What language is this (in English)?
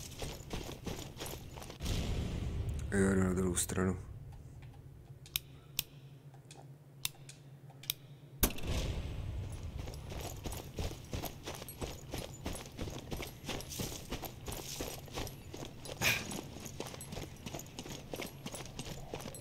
Czech